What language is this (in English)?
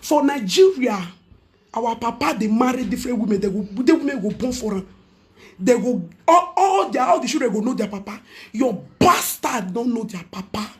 Nigerian Pidgin